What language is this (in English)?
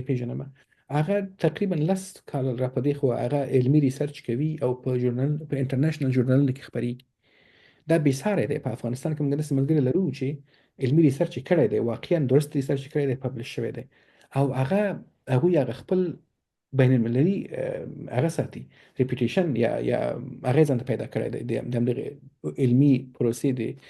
Pashto